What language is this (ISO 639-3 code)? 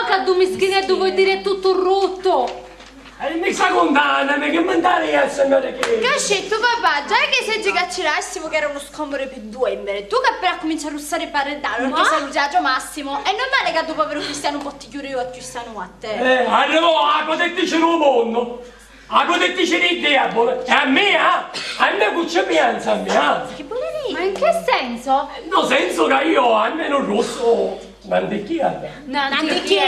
scn